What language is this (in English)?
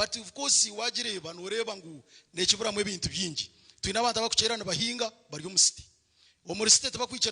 Nyankole